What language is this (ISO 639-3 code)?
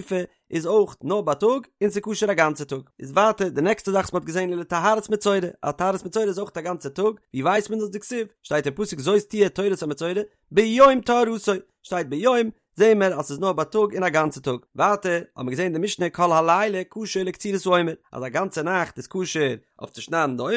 yid